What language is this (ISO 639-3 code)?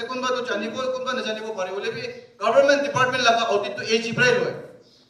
nag